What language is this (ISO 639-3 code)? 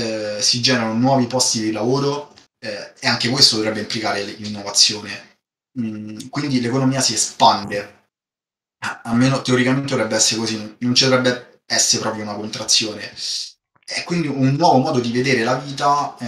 ita